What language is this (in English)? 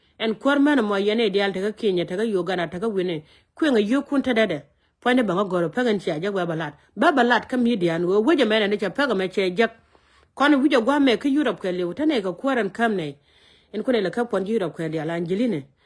Nuer